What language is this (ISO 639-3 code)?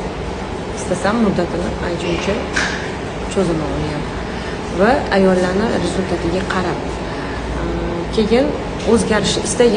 uzb